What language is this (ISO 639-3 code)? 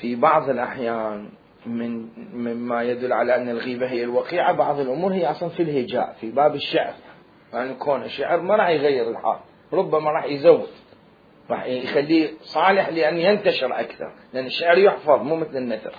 acm